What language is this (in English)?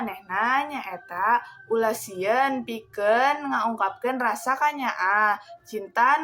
Sundanese